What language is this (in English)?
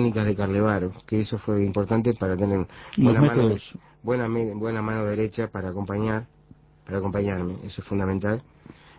Spanish